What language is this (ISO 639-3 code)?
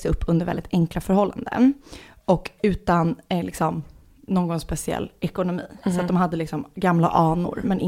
swe